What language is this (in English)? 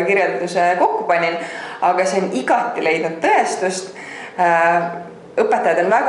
Estonian